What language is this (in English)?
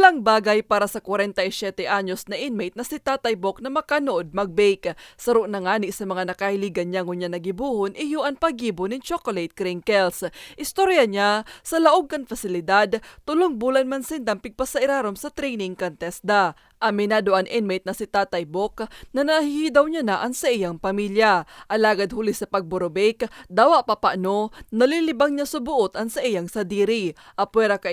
Bikol